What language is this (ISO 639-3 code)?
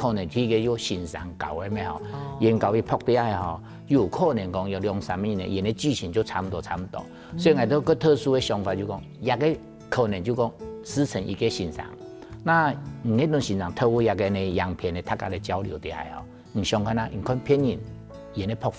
hak